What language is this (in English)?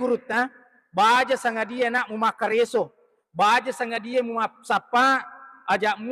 Buginese